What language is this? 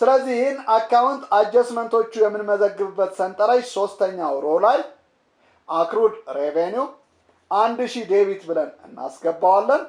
Amharic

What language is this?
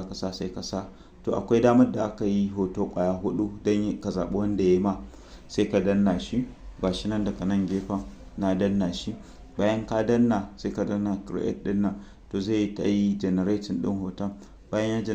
Hausa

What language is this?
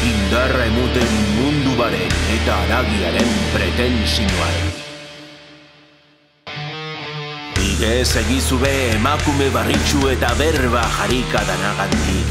Basque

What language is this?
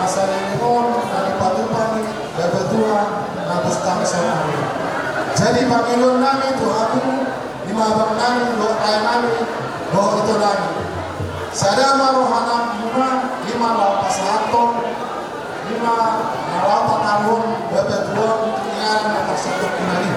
Batak Toba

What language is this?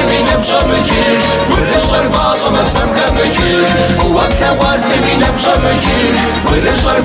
Kabardian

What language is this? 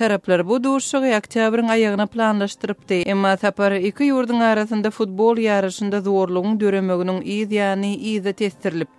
Turkmen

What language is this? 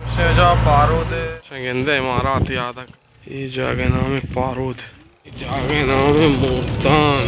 Baluchi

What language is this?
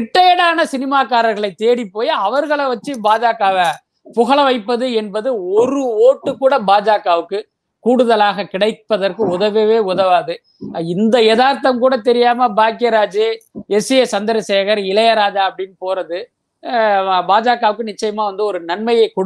Tamil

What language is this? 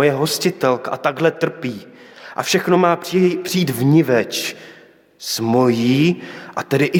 Czech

